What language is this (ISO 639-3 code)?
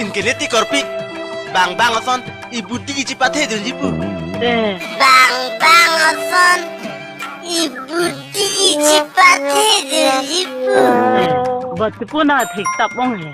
mjw